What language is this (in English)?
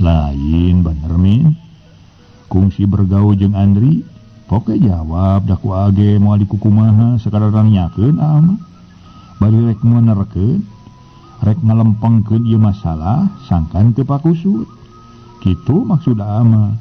Sundanese